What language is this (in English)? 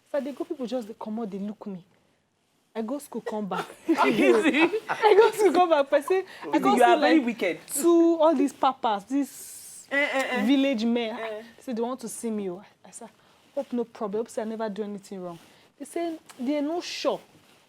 Nigerian Pidgin